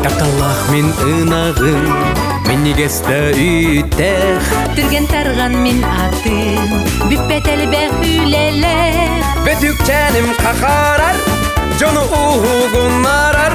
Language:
Yakut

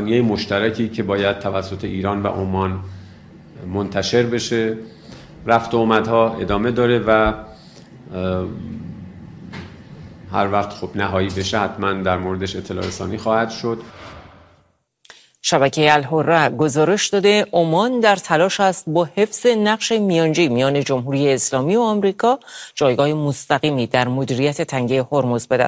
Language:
Persian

